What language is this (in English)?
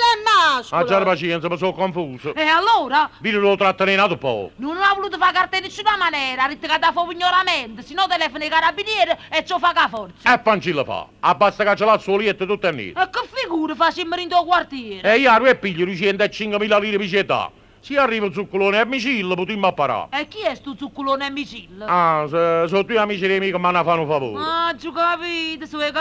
Neapolitan